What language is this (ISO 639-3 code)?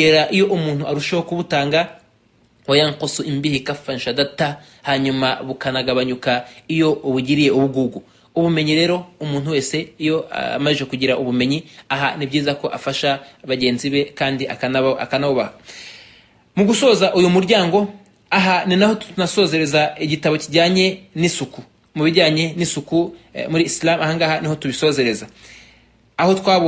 kin